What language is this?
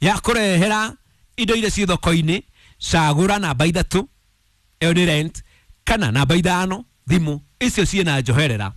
Kikuyu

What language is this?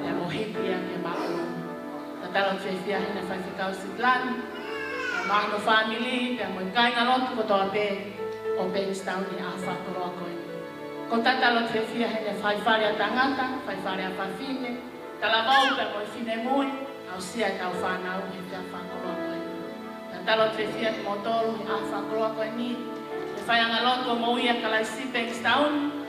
Tongan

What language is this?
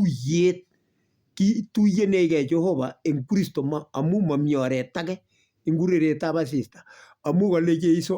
Kalenjin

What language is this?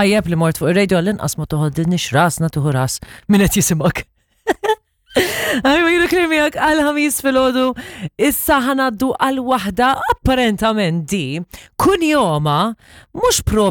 Maltese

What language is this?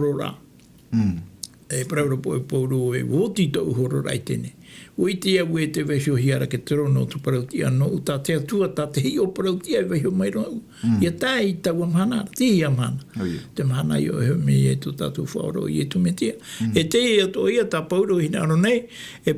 Tahitian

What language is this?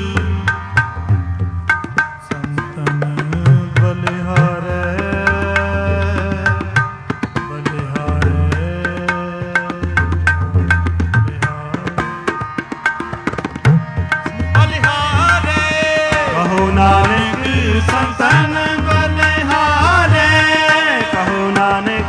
Punjabi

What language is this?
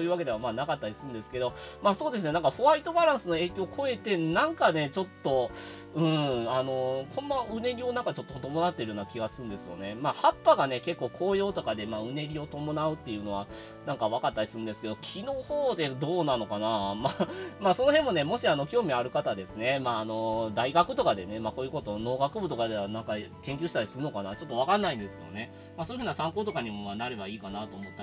Japanese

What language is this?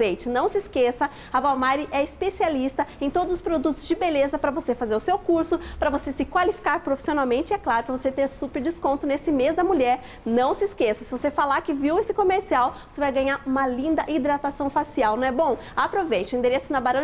Portuguese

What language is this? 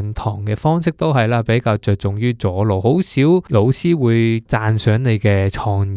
Cantonese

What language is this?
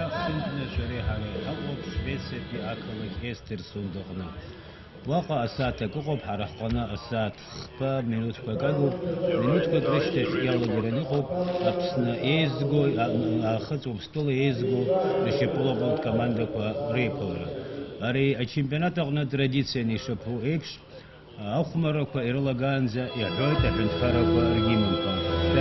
Abkhazian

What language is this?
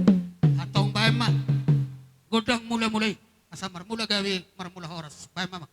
Batak Toba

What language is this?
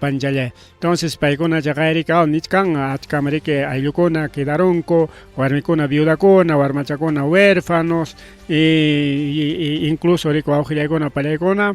Ayacucho Quechua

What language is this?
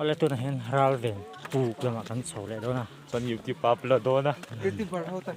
Mizo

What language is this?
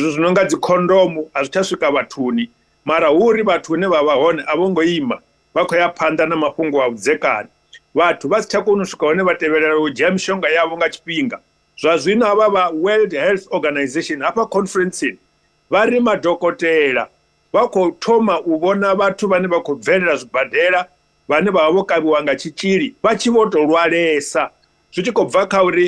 Venda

